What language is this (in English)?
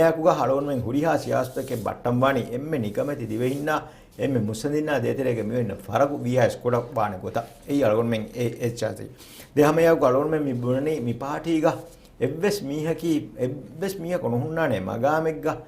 Divehi